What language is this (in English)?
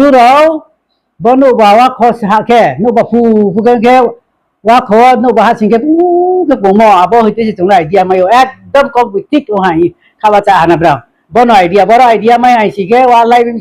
Riang (India)